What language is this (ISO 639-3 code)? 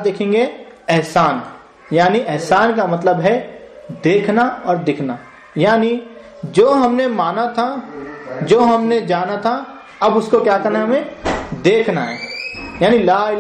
urd